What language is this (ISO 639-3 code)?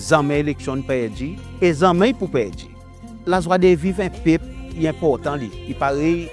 crs